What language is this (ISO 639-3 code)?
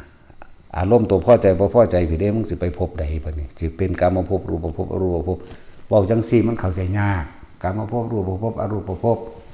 tts